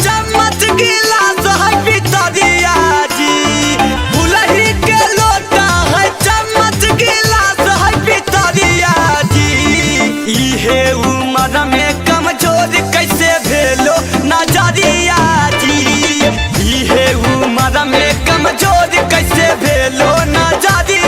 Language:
Magahi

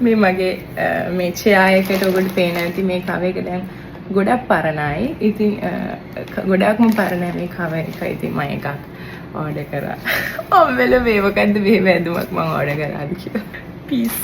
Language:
Sinhala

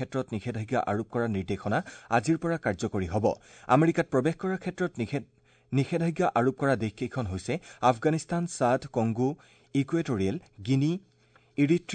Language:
Assamese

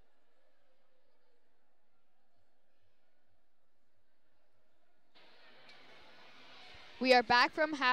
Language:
English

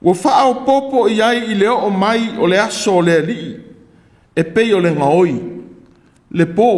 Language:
Samoan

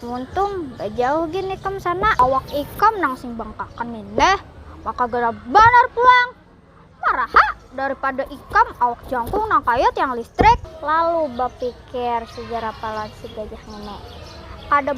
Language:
Banjar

